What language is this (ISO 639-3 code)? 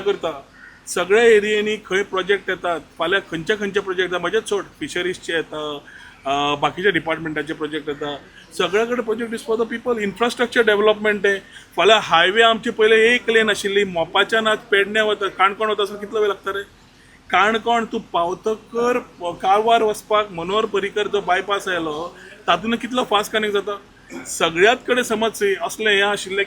kok